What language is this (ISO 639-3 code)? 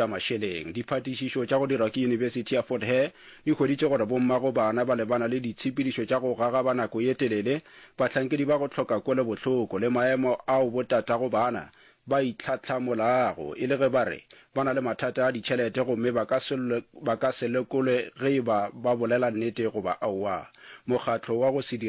nso